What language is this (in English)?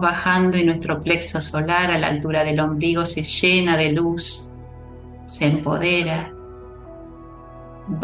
Spanish